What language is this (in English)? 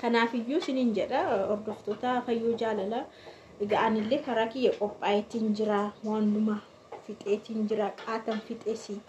Oromo